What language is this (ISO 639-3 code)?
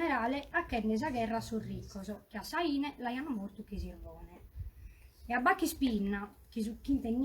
srd